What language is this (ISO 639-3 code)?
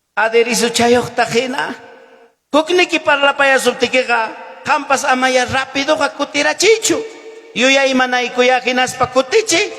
quy